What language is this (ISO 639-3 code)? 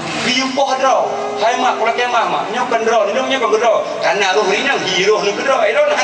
ace